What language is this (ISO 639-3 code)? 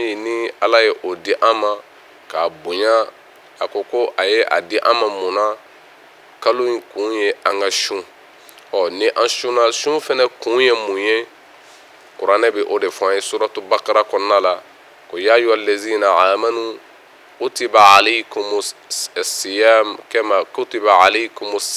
bam